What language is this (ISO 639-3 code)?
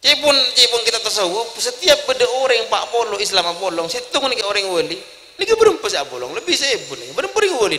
mad